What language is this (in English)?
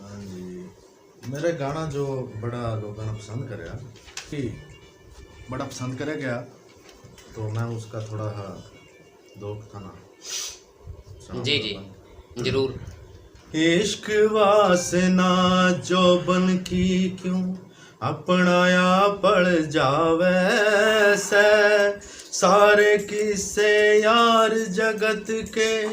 Haryanvi